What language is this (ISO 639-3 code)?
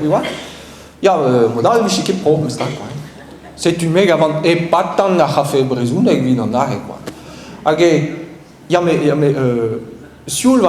bre